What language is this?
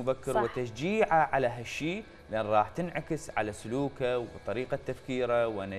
Mesopotamian Arabic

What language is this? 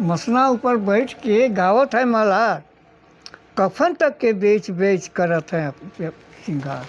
Sadri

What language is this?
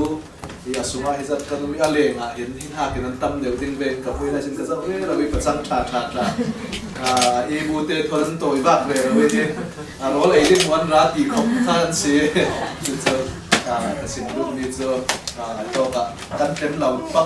Hakha Chin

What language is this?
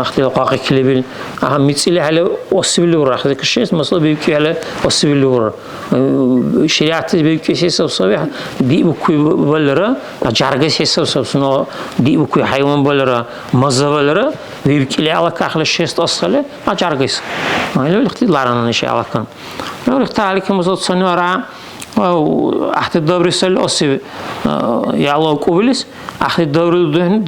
Dargwa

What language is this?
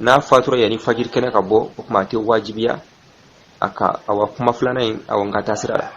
Bambara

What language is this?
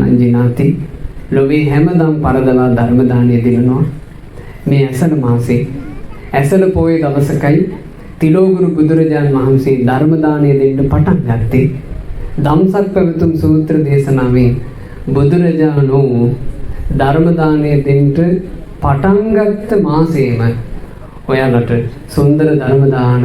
Sinhala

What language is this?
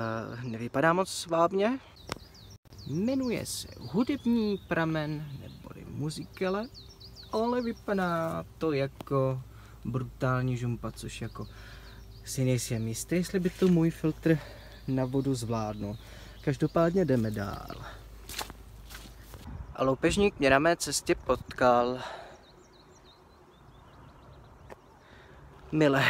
Czech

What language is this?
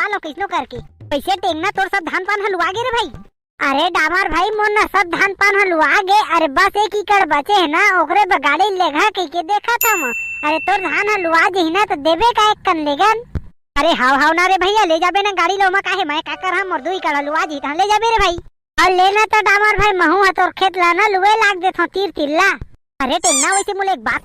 Chhattisgarhi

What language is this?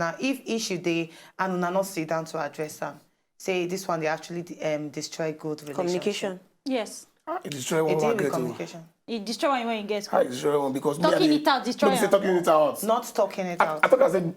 Nigerian Pidgin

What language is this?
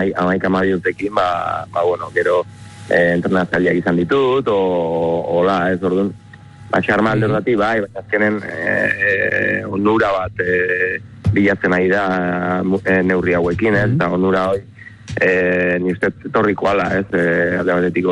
Basque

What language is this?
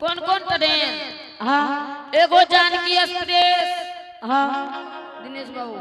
Angika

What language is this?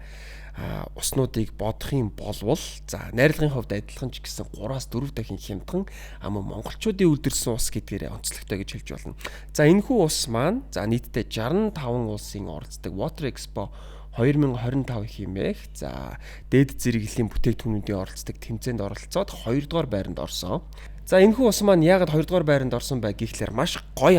Mongolian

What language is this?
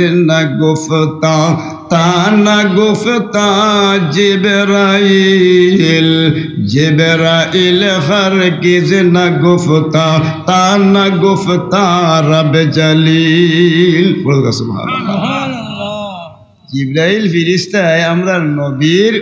Sylheti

